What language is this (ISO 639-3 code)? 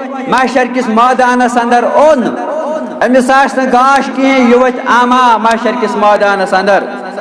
kas